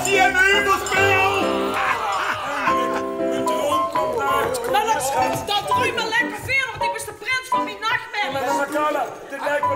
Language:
Dutch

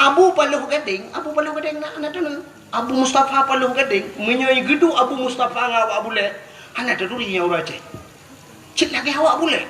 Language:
Achinese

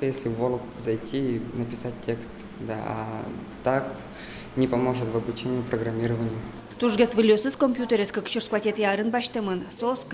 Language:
Udmurt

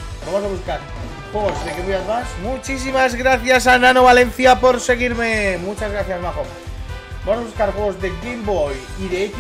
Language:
Spanish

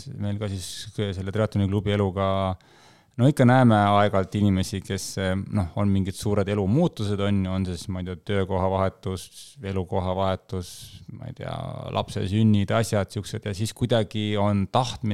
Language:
Estonian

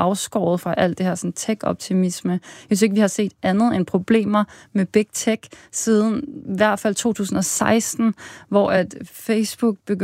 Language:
Danish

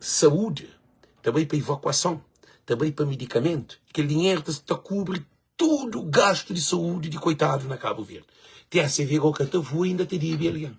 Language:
Kabuverdianu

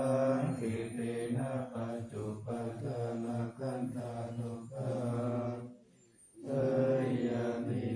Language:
Pali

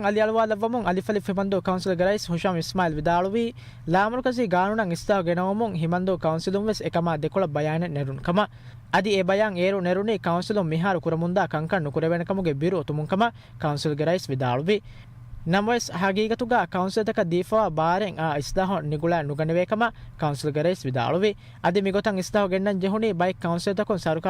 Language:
Divehi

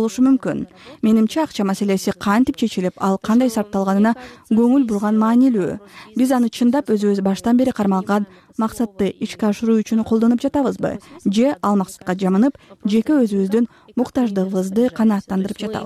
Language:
Kyrgyz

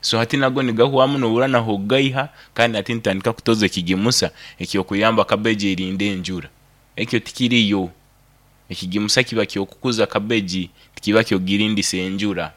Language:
Nyoro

